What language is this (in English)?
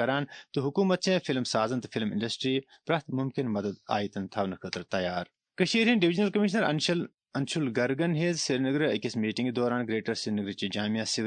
Kashmiri